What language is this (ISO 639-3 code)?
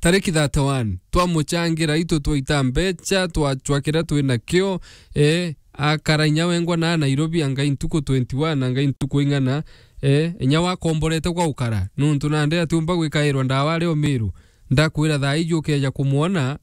mer